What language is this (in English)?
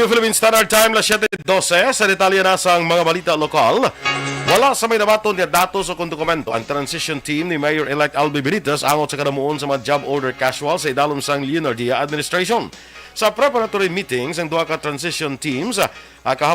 Hiligaynon